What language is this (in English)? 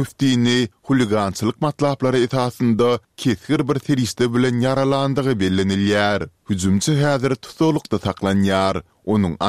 Turkmen